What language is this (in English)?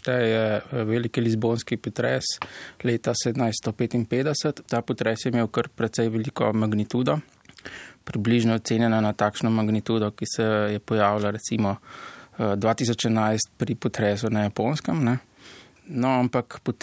Slovenian